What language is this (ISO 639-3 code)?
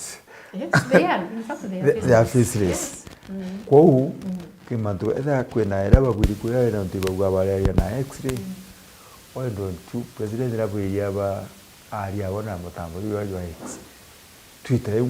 mer